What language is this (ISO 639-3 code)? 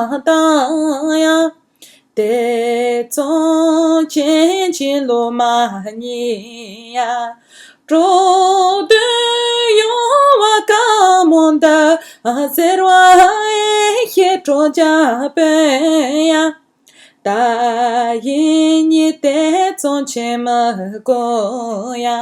bod